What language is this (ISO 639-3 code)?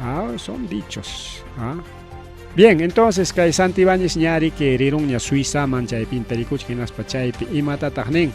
quy